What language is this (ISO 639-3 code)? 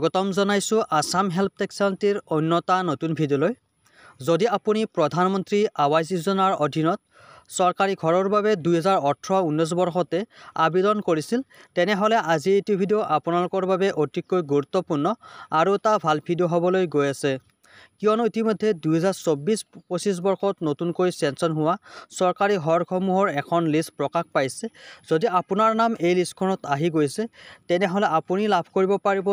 asm